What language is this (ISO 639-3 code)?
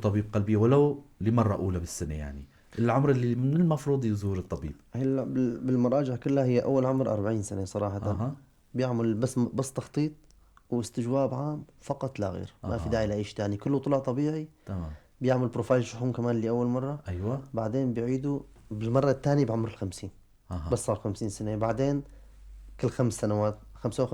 apc